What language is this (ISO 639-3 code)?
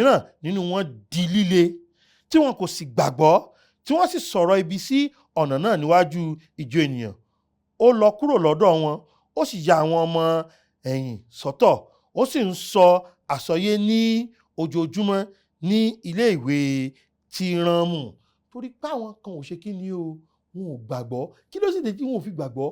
yor